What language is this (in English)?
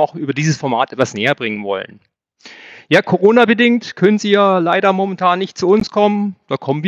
German